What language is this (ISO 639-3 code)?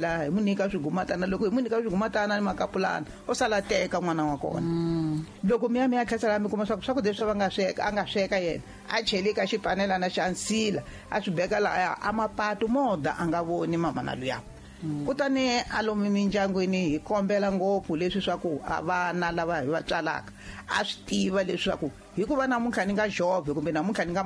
tso